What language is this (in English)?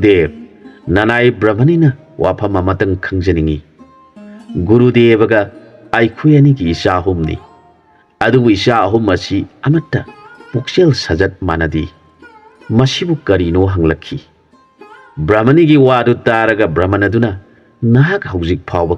Manipuri